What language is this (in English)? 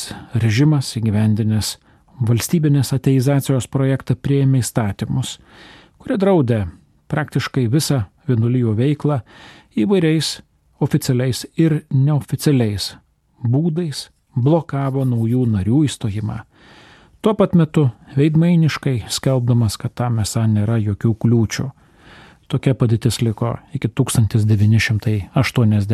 Lithuanian